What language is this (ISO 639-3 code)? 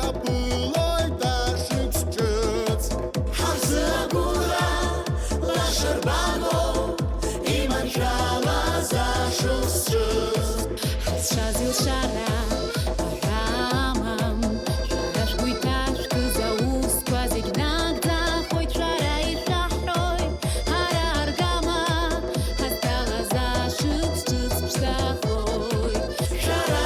abk